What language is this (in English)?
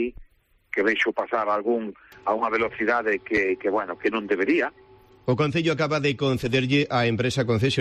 Galician